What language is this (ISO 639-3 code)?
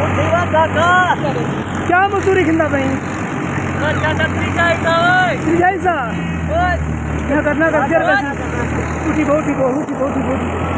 skr